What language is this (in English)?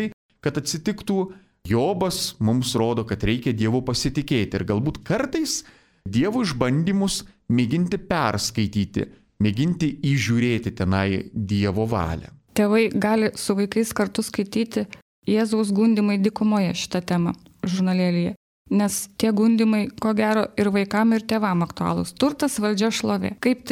Lithuanian